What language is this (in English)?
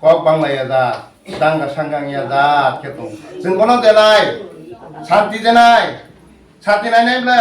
Riang (India)